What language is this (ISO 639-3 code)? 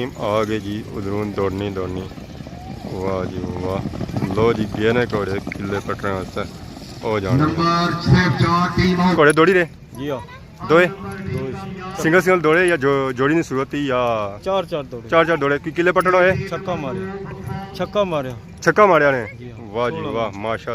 phr